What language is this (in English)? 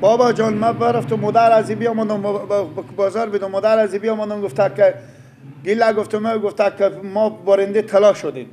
Persian